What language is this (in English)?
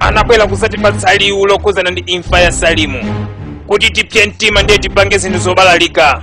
Nyanja